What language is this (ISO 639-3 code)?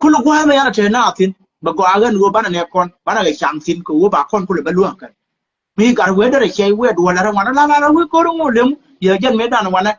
nus